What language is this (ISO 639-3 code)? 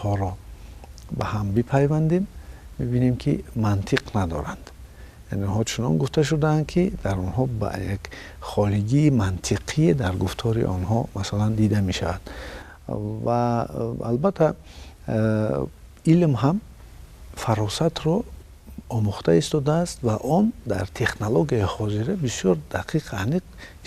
tgk